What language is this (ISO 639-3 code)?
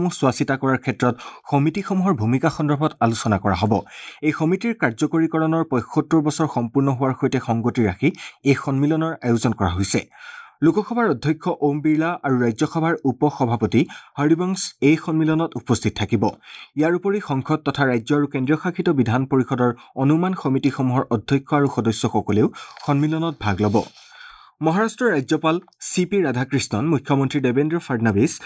asm